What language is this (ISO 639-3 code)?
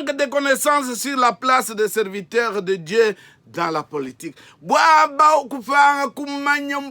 lua